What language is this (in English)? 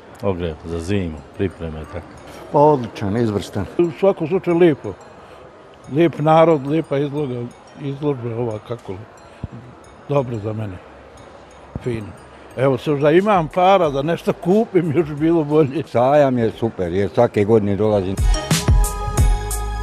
Bosnian